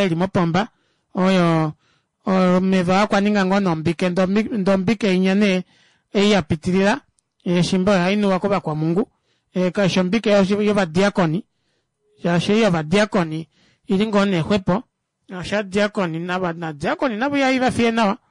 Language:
Kuanyama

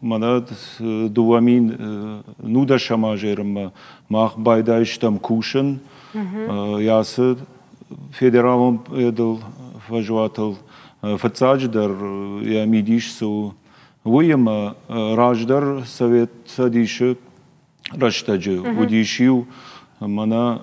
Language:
Ossetic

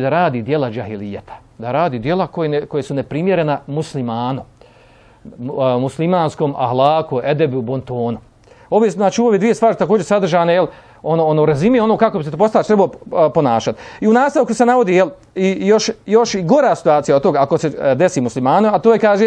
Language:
Bosnian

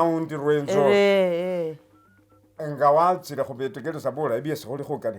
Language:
Masaaba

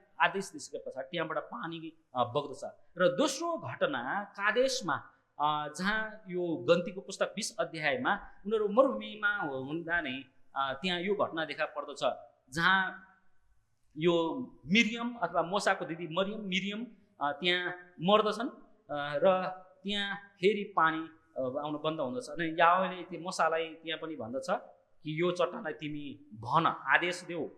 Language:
Nepali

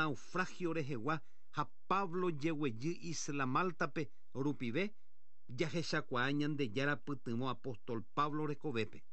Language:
Guarani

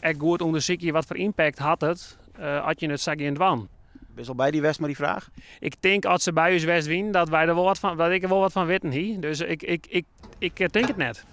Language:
Western Frisian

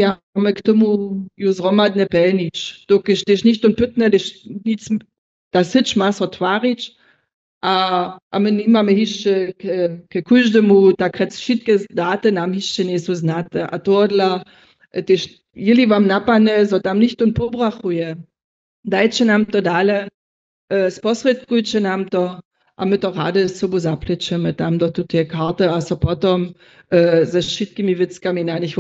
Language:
Upper Sorbian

